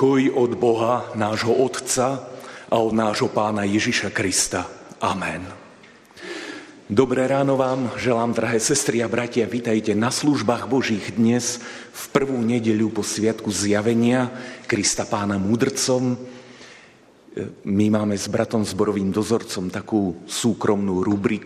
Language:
Slovak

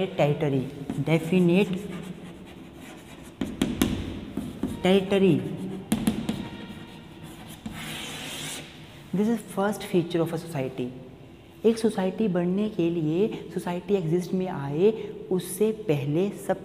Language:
Hindi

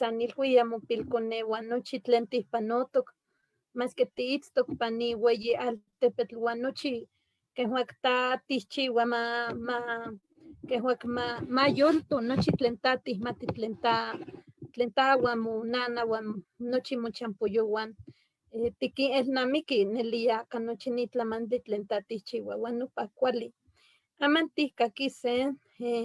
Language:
Eastern Huasteca Nahuatl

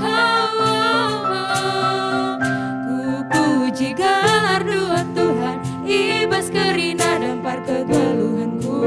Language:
Batak Karo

